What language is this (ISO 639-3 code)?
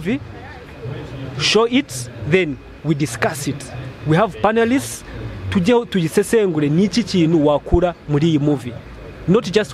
kin